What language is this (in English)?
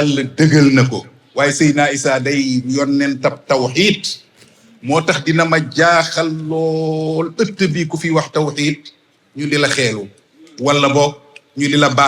Wolof